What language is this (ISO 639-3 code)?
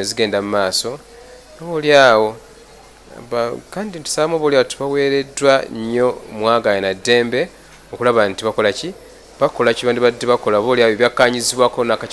lug